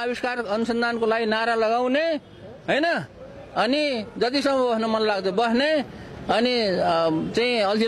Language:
Nepali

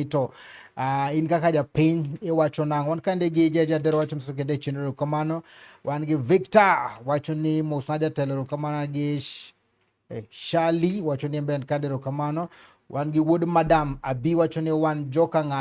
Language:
Luo (Kenya and Tanzania)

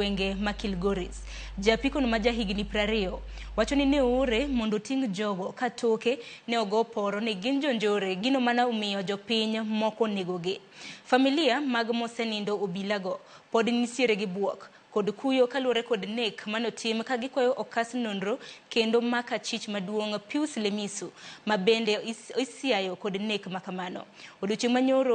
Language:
Luo (Kenya and Tanzania)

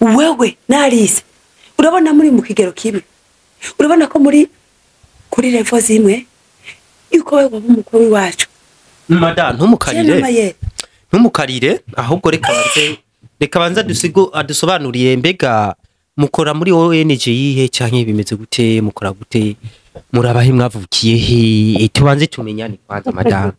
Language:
Rundi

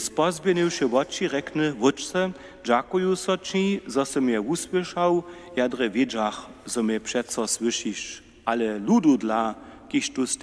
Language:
Upper Sorbian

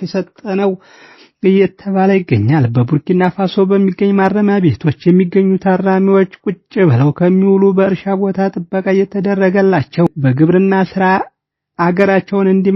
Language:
Amharic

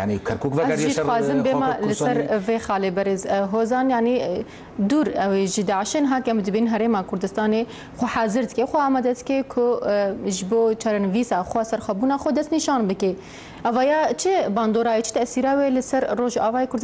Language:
Kurdish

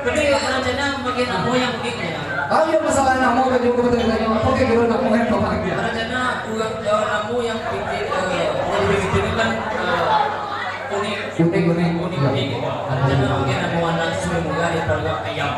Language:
Minangkabau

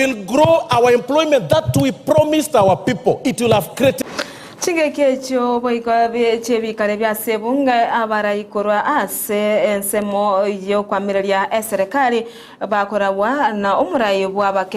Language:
Gusii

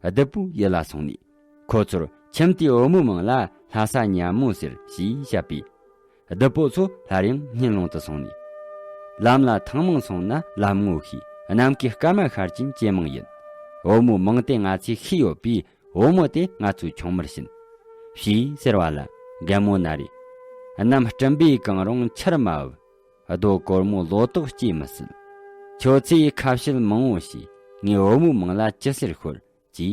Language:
Tibetan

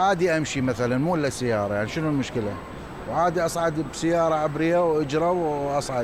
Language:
Mesopotamian Arabic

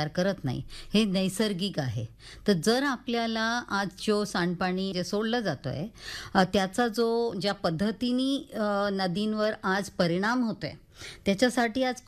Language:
Marathi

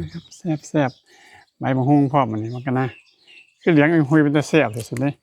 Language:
Northeastern Thai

